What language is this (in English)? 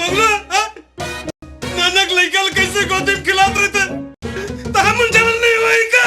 Chhattisgarhi